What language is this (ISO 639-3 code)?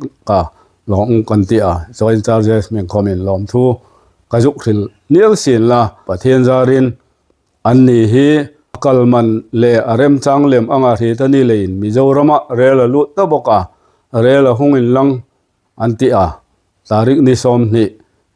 hmr